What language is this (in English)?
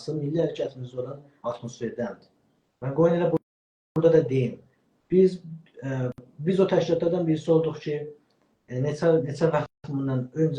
South Azerbaijani